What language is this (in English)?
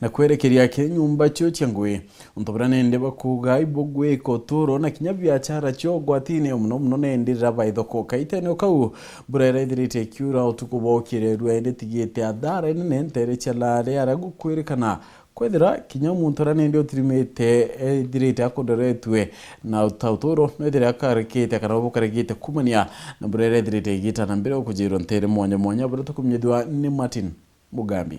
Meru